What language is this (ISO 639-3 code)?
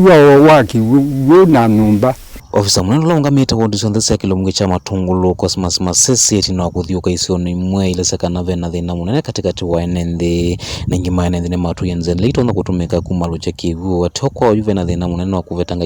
kam